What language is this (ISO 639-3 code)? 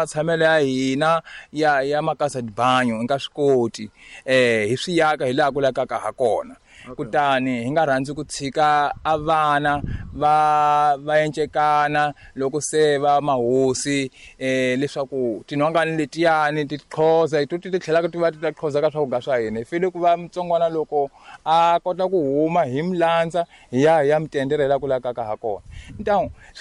tso